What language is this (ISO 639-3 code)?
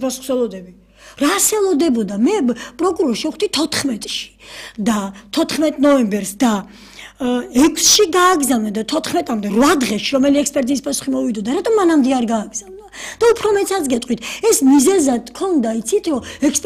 kat